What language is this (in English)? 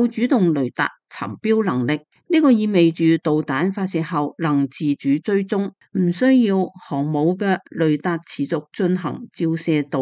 Cantonese